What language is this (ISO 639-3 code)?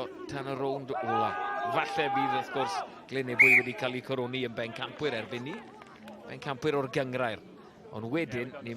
cym